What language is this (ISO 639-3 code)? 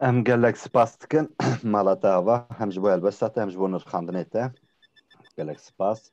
kur